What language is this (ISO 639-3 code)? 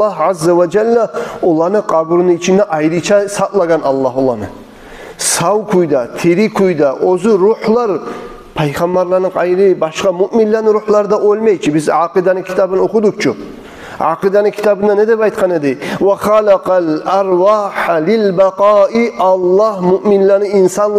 kum